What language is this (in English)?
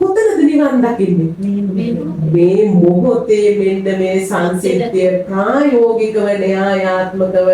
Sinhala